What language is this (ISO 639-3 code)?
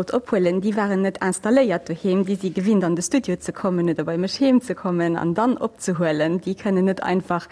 ltz